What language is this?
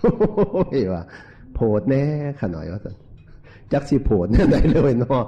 Northeastern Thai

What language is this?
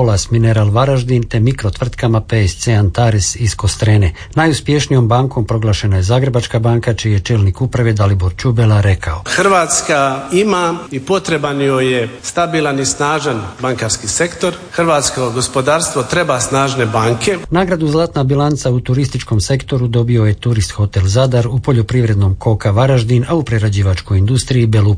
Croatian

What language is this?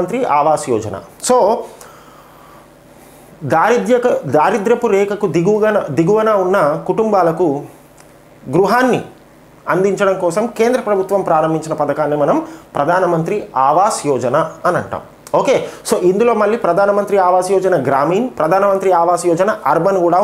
Telugu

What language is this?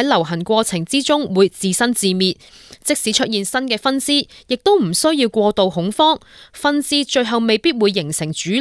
Cantonese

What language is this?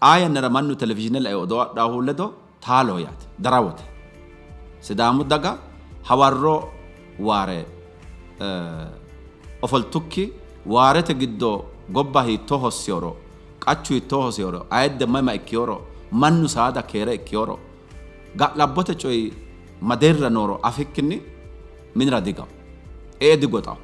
Sidamo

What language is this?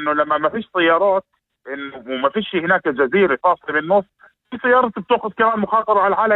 North Levantine Arabic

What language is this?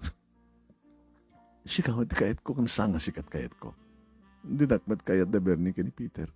Iloko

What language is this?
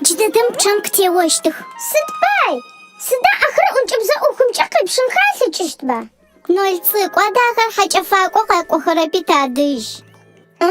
Adyghe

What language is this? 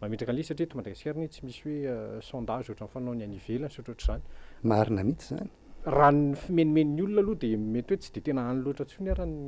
Malagasy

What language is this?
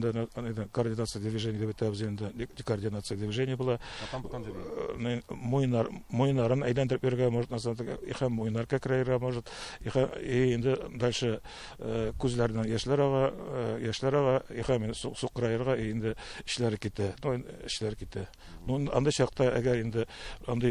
Tatar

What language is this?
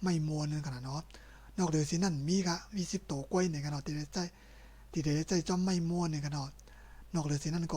Shan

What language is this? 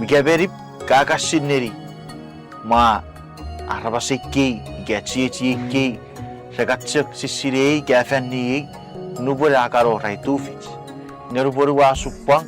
Chuukese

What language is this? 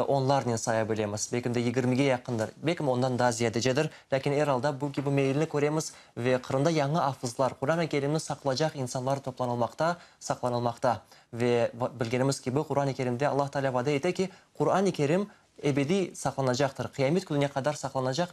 Crimean Tatar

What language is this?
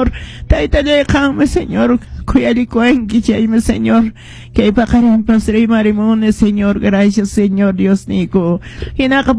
Quechua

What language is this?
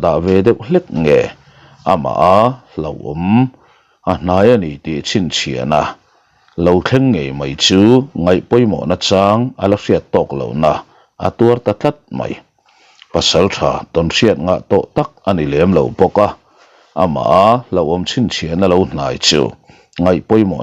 Mizo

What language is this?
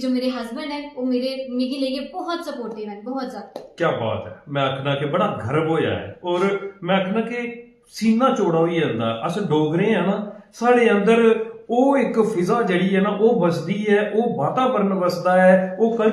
Dogri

